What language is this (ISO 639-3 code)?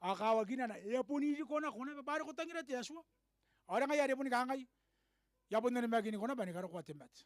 gil